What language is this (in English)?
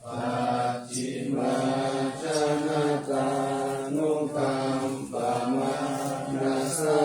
Pali